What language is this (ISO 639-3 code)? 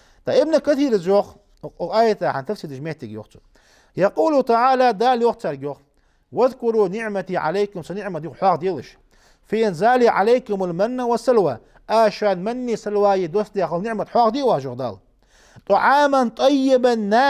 inh